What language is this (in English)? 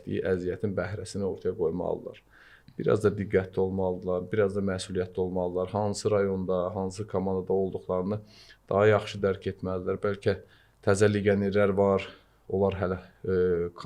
Azerbaijani